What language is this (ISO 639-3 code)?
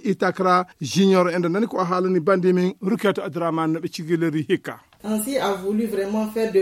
ful